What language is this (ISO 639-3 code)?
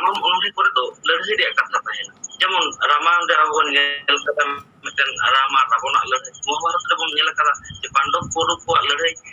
sat